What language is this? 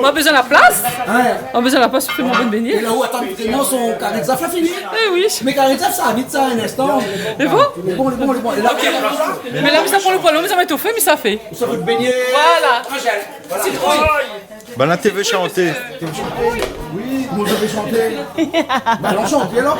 Réunion Creole French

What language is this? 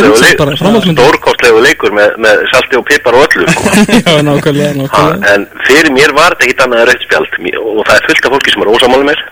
Icelandic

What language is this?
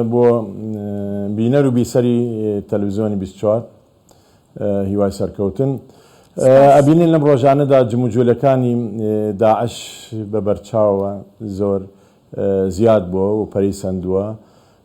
Central Kurdish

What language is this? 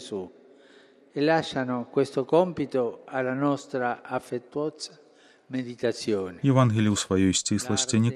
Belarusian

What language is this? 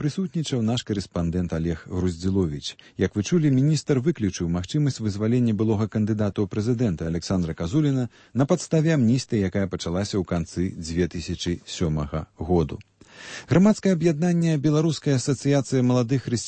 Belarusian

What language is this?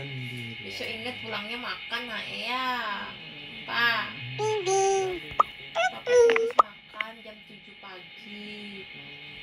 Indonesian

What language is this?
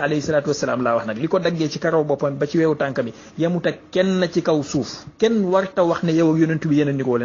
Wolof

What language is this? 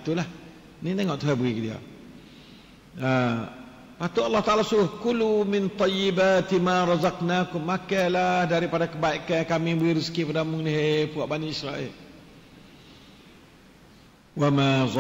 Malay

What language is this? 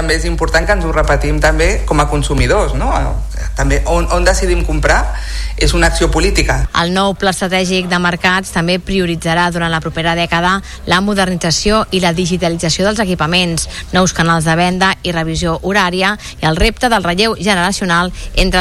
Catalan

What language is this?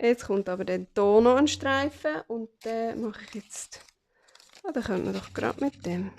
Swiss German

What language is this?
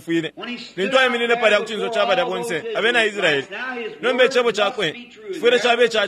Bemba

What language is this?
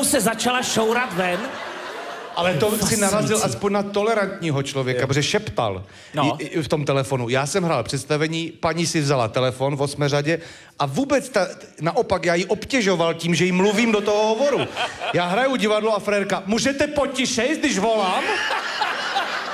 Czech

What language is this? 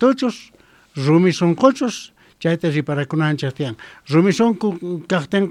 South Bolivian Quechua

